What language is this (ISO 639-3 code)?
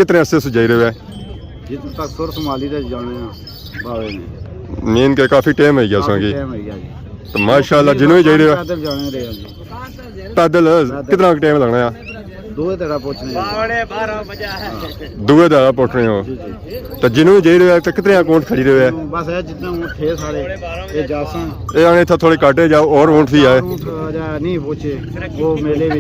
phr